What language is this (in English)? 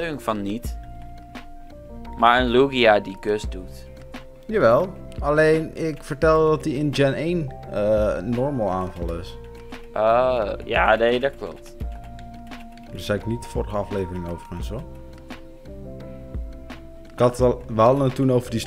Dutch